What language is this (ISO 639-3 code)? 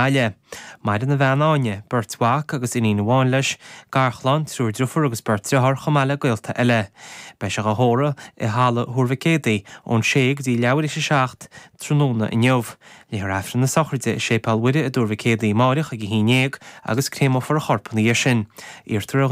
gle